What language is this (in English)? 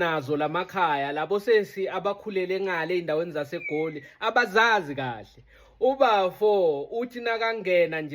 Zulu